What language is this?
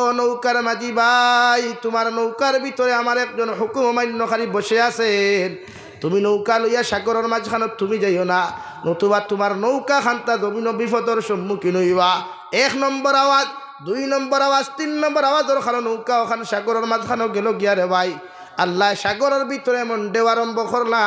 Sylheti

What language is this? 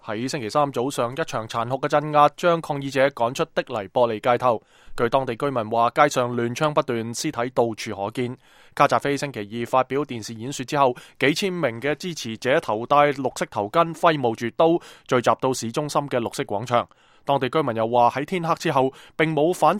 Cantonese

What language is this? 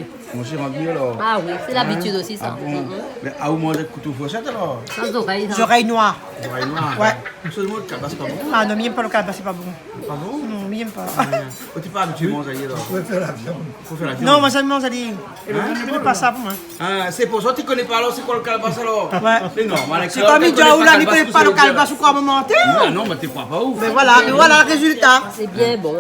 Réunion Creole French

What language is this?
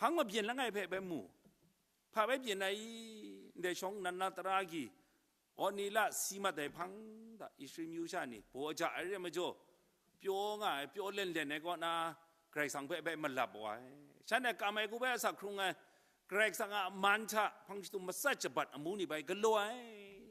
Kachin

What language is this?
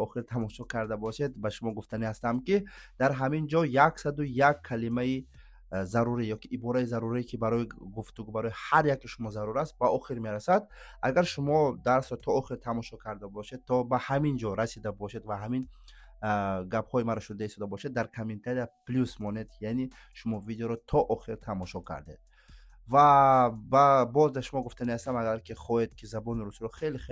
Tajik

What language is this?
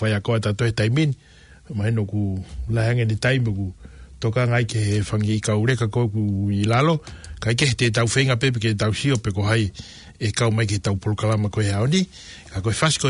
Tongan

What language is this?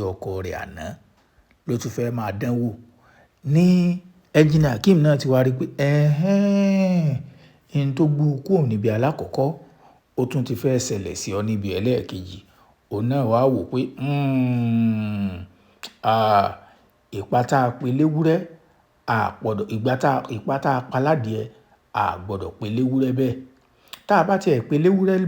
Yoruba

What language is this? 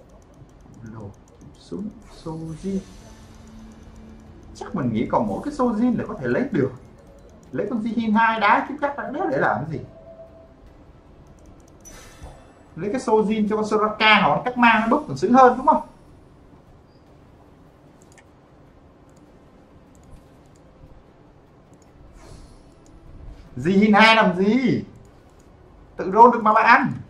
Vietnamese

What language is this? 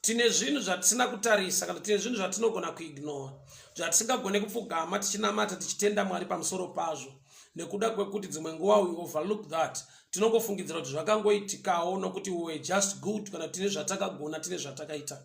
Shona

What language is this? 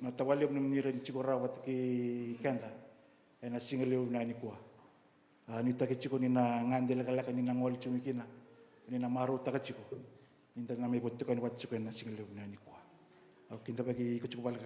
Fijian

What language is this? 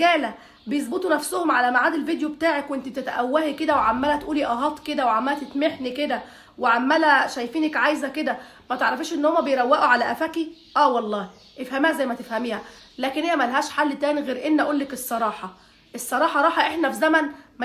Egyptian Arabic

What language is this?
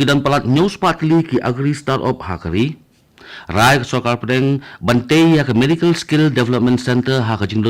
Khasi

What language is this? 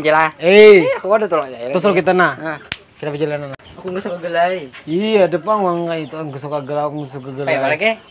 Banjar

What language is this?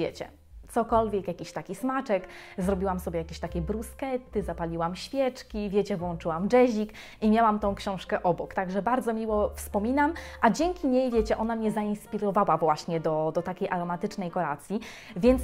Polish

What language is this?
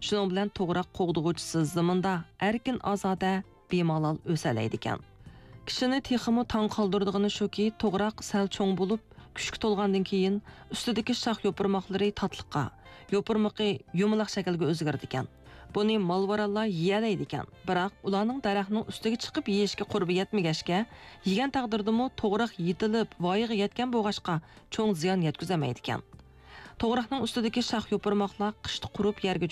Uyghur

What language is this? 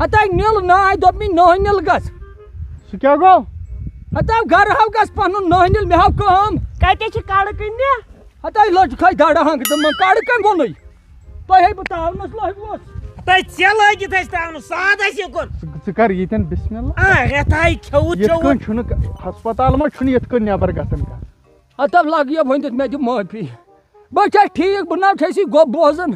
Kashmiri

